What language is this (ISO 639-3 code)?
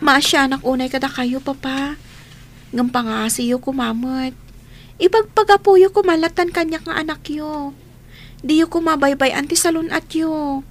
ilo